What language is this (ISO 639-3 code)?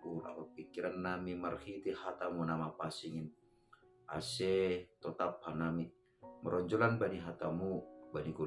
bts